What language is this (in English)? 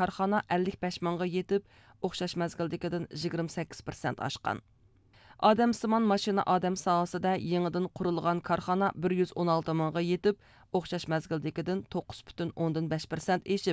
Uyghur